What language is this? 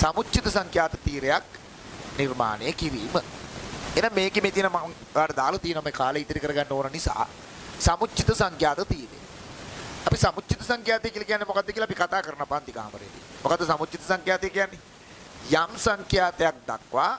Sinhala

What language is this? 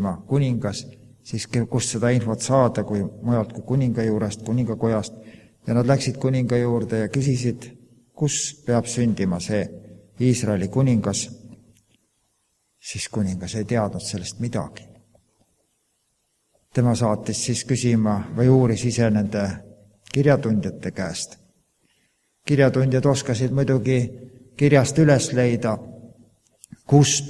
Estonian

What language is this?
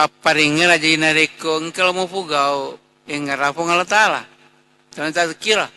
Buginese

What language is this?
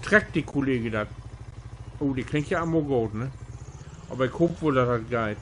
Low German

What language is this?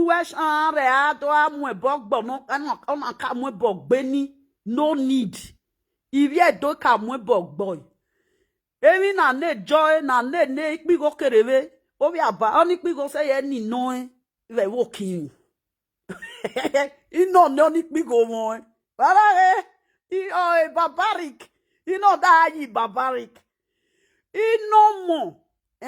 Nigerian Pidgin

